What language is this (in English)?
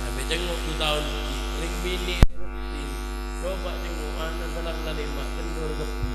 Madurese